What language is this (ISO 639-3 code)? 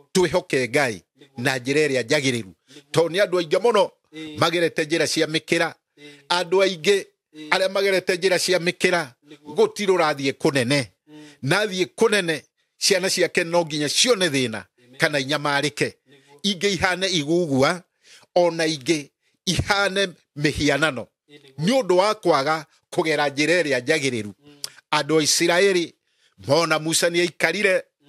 kik